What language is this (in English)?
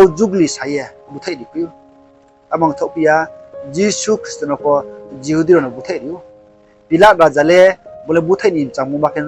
Riang (India)